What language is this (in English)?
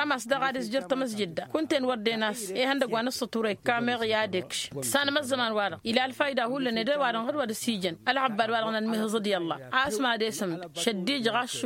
Tamasheq